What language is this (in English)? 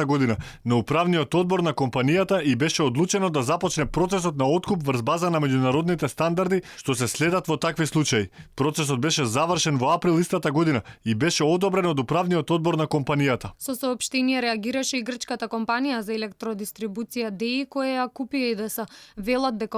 Macedonian